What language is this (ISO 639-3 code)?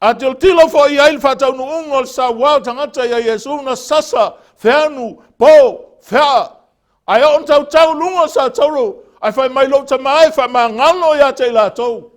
smo